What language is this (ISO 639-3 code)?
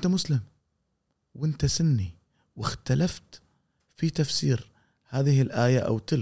afb